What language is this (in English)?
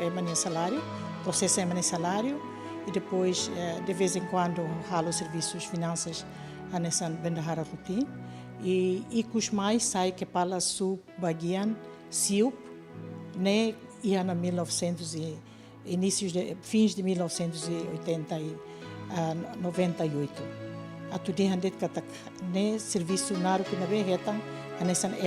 Tetum